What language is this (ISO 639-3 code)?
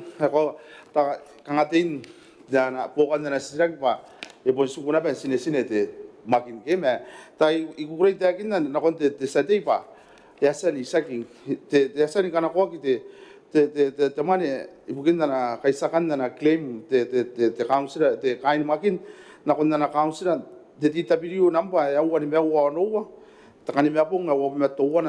gil